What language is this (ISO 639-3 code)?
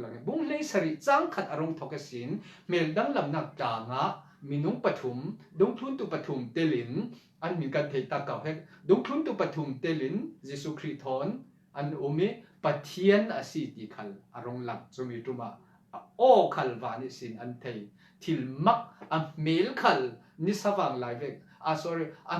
cfm